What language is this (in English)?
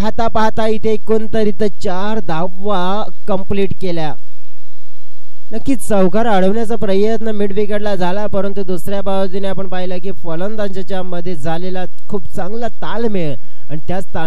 Marathi